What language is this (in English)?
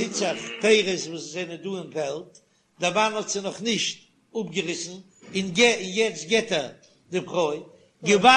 Yiddish